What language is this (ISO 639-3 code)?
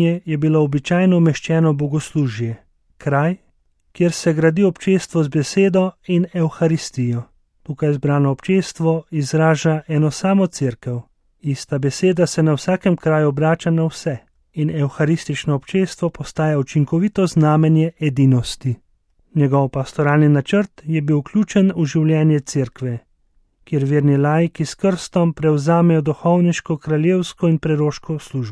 slv